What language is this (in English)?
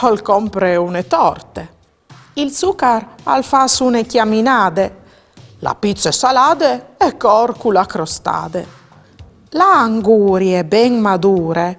Friulian